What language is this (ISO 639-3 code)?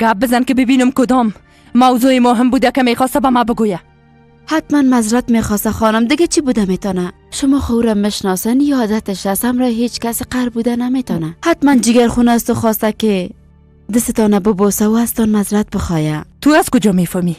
fas